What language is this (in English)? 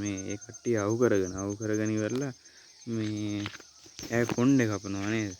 Sinhala